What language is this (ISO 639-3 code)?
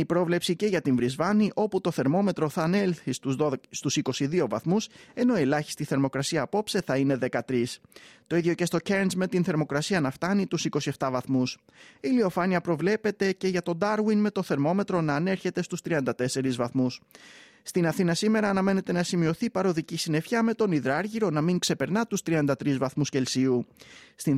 ell